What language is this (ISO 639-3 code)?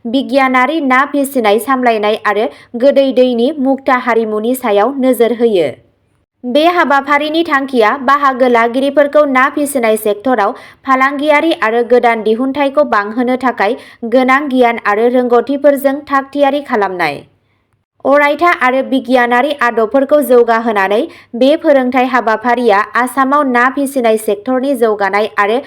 brx